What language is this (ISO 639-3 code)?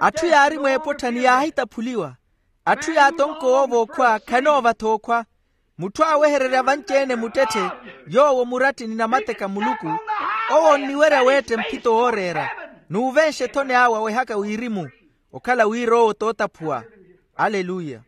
vmw